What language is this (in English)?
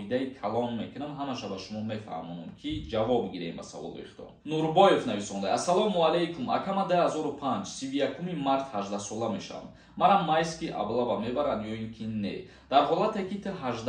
Tajik